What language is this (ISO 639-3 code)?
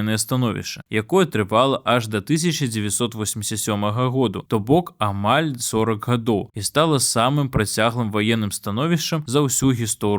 bel